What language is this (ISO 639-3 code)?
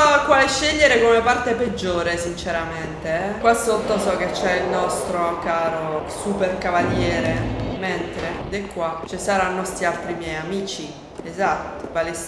ita